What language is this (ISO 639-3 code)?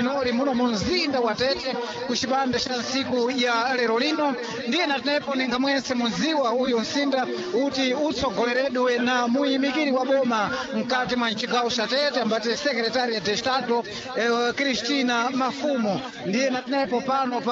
seh